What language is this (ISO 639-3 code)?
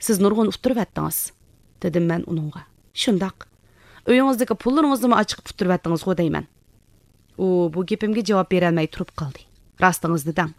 uig